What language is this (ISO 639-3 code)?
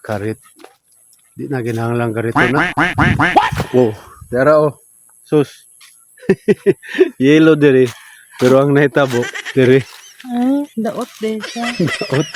ceb